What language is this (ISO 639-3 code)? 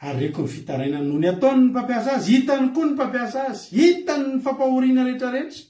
mlg